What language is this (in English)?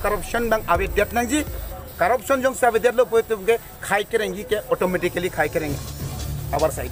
Karbi